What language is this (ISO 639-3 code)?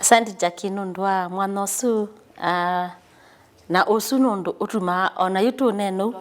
kam